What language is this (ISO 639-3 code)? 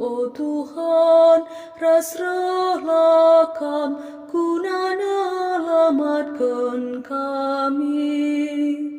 btx